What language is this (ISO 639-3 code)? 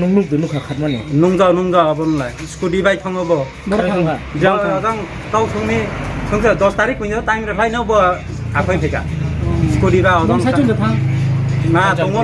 ria